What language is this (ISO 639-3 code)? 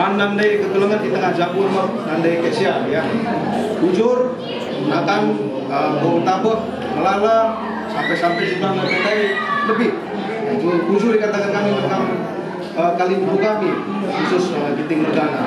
btx